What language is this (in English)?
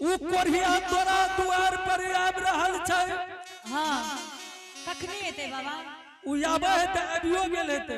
Angika